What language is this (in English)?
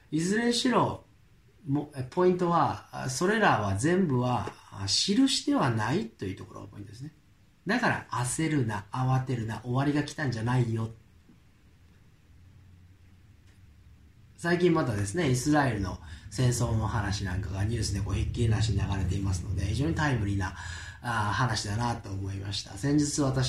Japanese